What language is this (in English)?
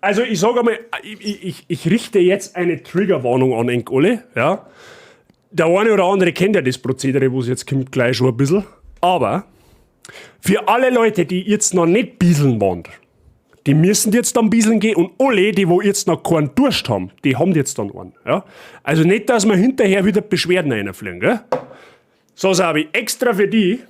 Bavarian